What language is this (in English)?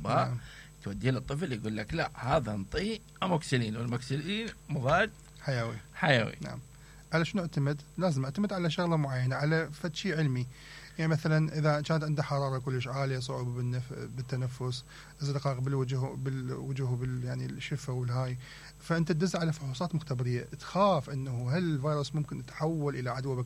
Mesopotamian Arabic